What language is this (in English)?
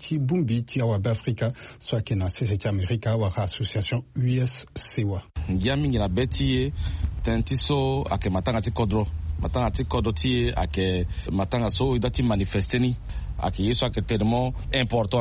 Sango